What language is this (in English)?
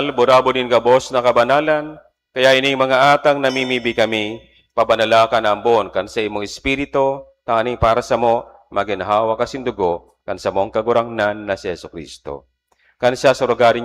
Bikol